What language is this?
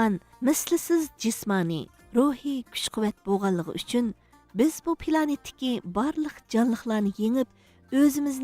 Uyghur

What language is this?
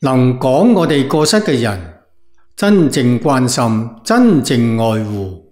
Cantonese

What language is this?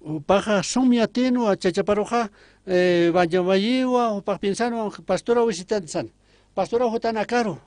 Aymara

